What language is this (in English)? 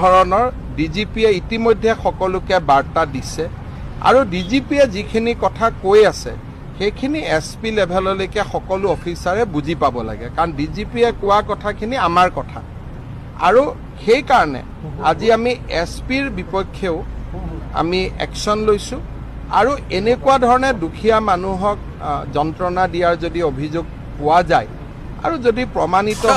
Assamese